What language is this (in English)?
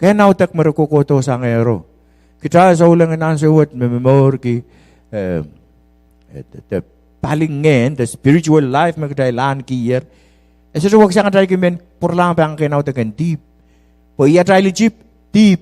Pohnpeian